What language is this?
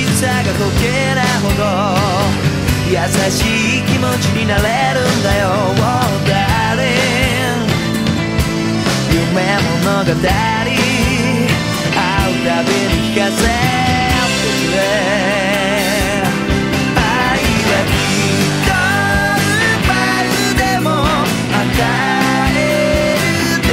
Japanese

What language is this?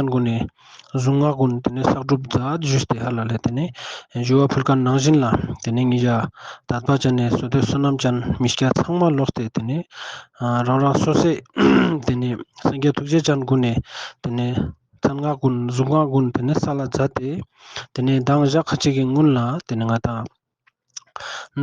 Ladakhi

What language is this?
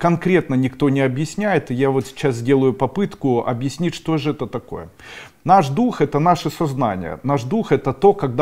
Russian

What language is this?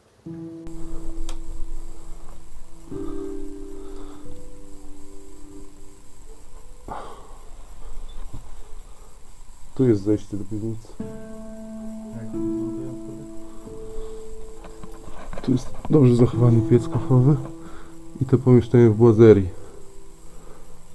Polish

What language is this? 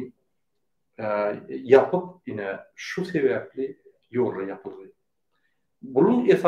Turkmen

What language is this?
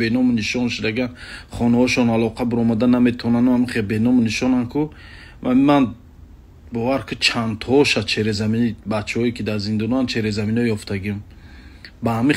Tajik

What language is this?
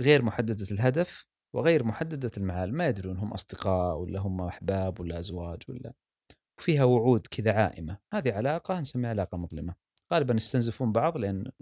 Gulf Arabic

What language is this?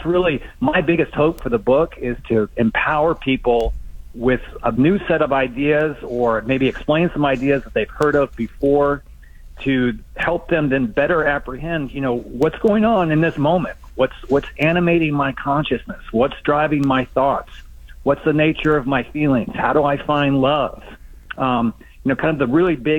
English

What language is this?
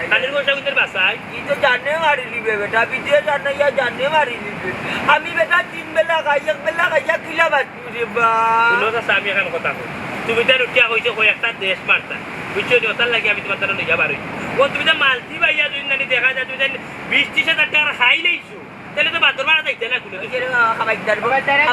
Sylheti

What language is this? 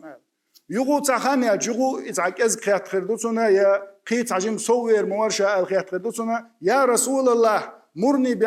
Chechen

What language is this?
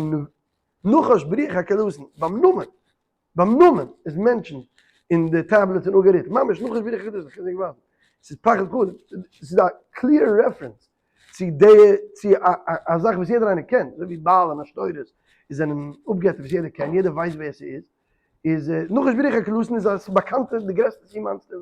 Yiddish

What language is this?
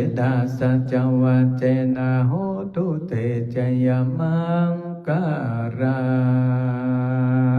Pali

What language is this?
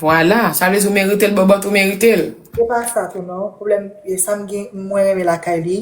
Haitian Creole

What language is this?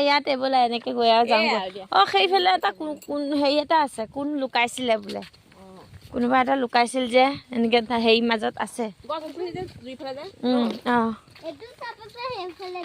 Assamese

